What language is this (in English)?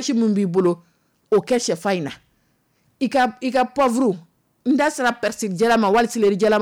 Dyula